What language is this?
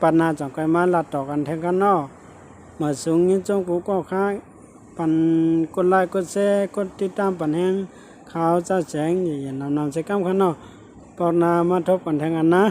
Shan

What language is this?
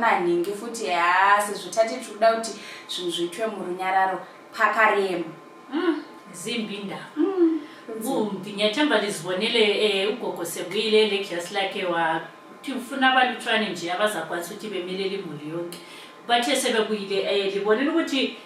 Shona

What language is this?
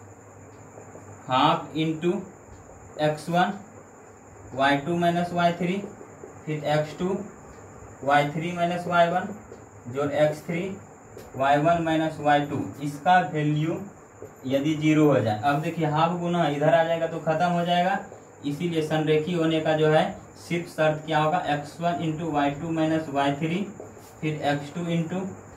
Hindi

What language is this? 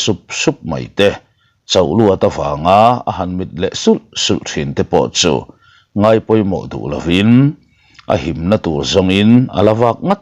Mizo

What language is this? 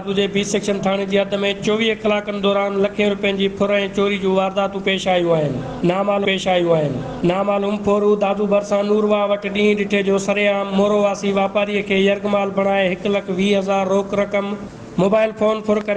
Sindhi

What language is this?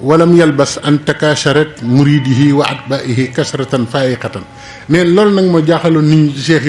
Wolof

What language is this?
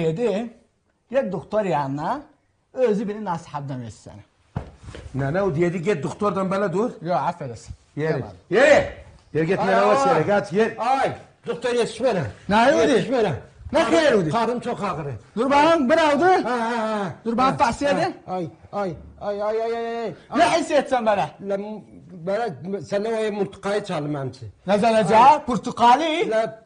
South Azerbaijani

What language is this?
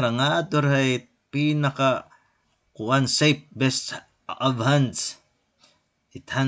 Waray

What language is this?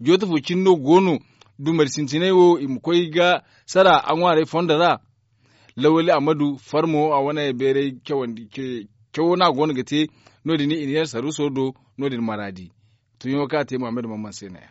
Zarma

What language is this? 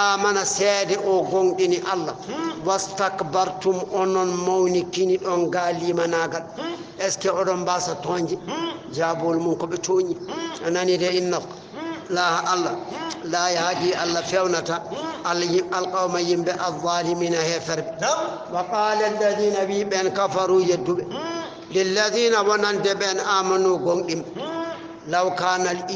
Fula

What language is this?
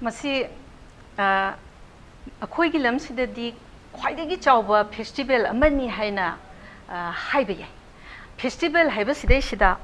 Manipuri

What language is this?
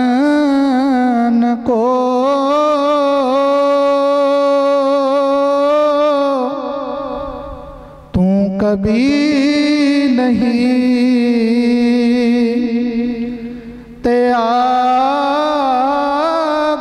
Punjabi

